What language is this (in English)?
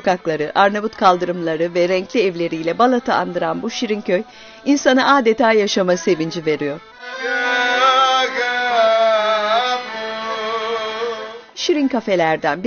Turkish